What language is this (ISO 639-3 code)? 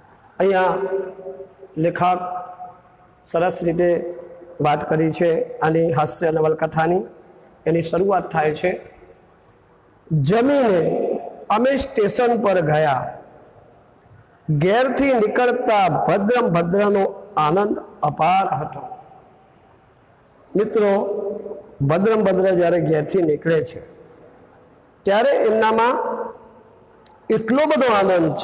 guj